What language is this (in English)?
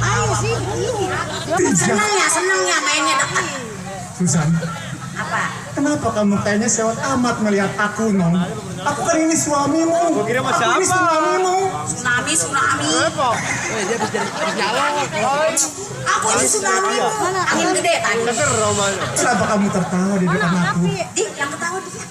Betawi